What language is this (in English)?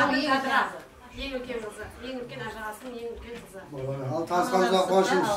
Kara-Kalpak